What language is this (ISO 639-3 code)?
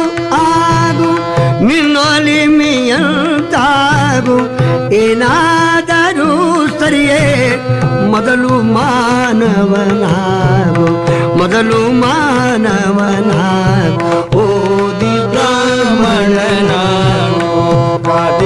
kan